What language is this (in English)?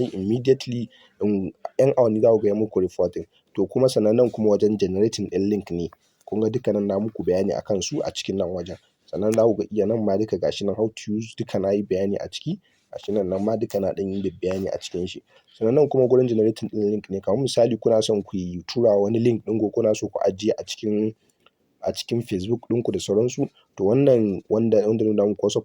Hausa